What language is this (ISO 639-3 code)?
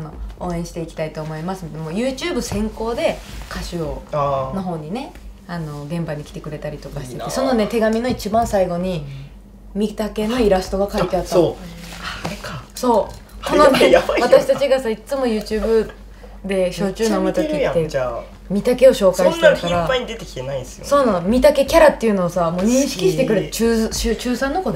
jpn